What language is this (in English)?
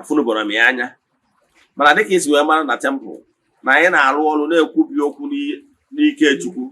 Igbo